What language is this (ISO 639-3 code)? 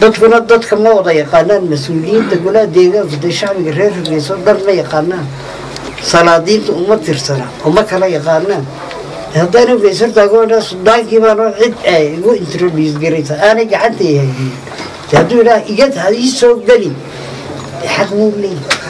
som